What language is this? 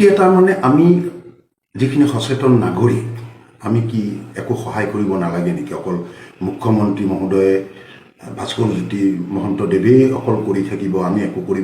Assamese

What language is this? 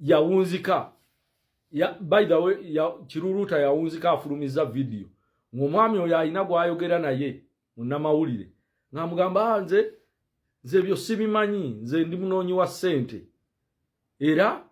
Ganda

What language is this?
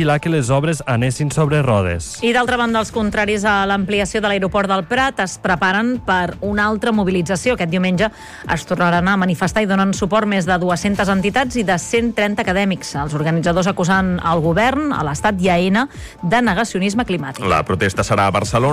Catalan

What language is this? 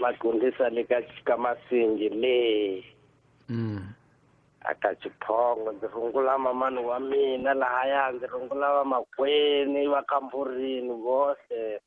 Tsonga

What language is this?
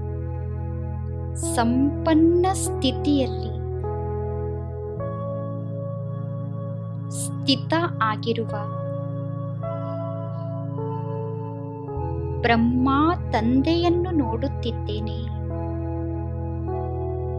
Kannada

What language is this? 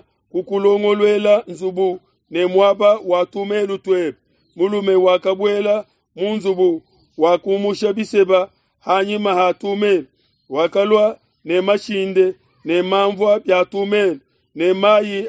Luba-Lulua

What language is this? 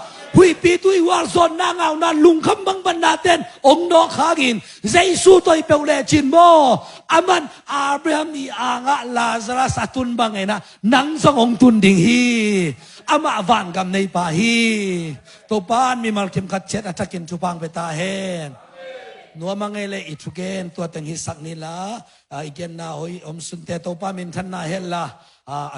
Tedim Chin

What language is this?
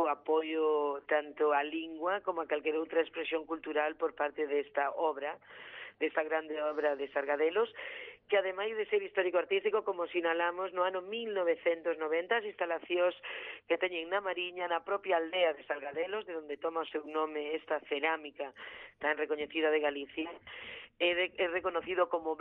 Galician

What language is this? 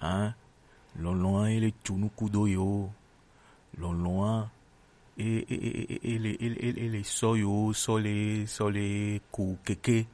Gen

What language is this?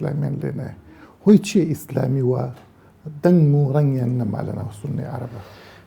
Central Kurdish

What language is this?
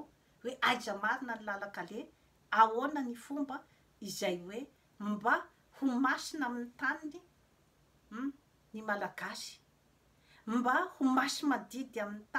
Malagasy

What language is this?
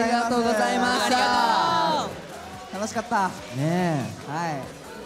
Japanese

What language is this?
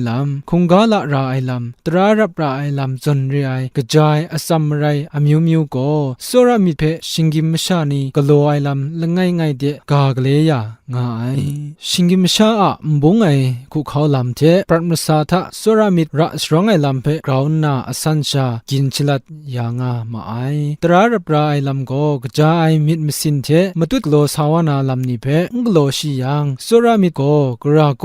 Kachin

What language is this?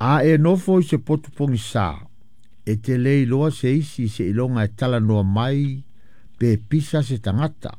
Samoan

